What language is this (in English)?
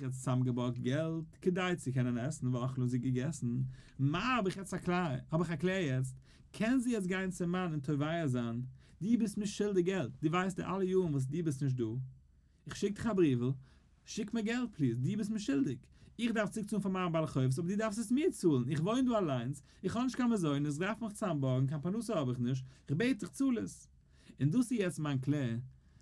Yiddish